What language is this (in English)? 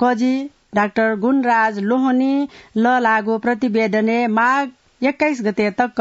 Newari